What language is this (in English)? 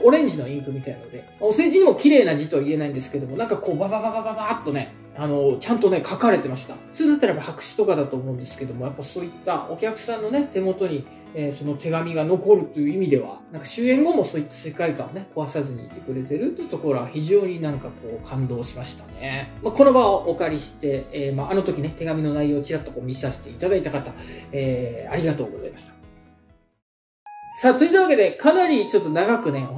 Japanese